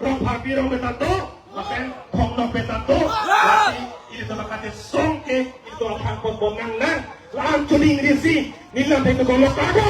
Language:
Karbi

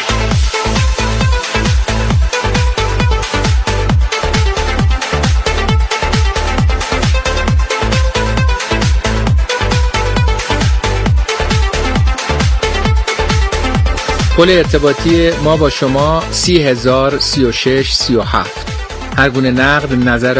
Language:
Persian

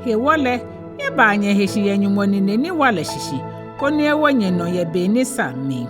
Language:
Ga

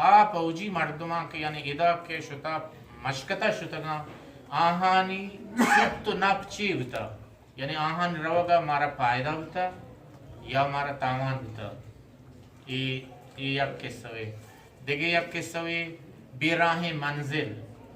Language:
Eastern Balochi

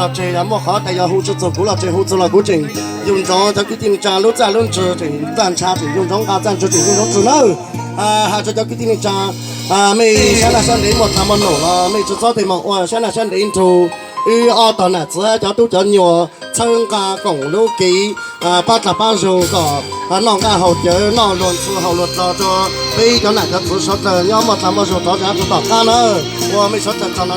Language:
Hmong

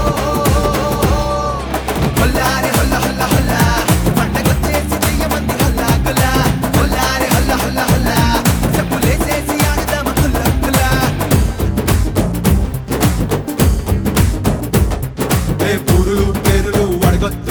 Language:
Telugu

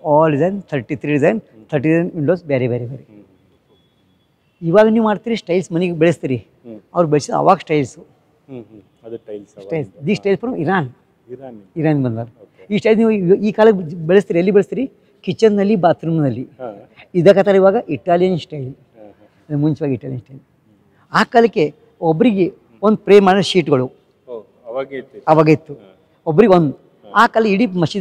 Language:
Kannada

